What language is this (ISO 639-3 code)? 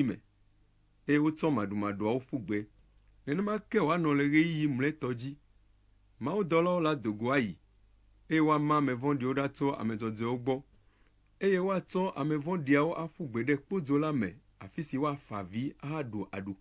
ewe